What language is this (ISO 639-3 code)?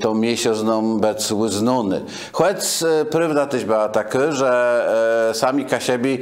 csb